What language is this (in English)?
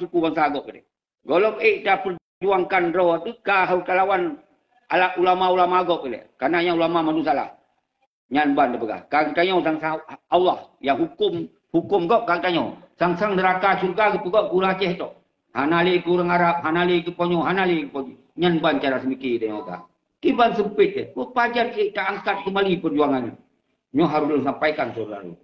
Achinese